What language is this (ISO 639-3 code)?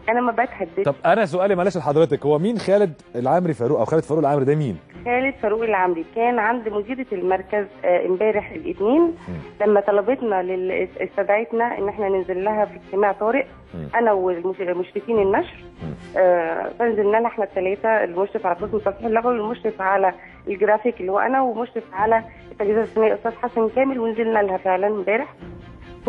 arz